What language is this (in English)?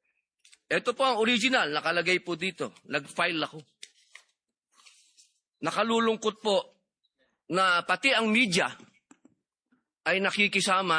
Filipino